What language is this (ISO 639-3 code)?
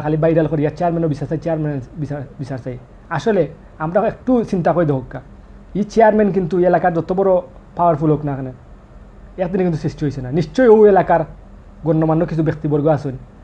syl